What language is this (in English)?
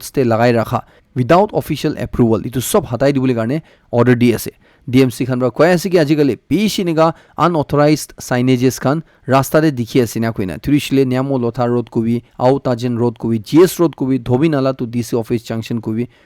Naga Pidgin